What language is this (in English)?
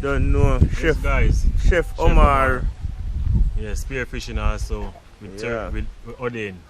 Jamaican Creole English